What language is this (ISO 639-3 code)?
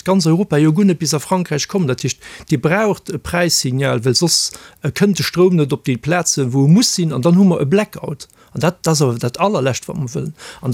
ltz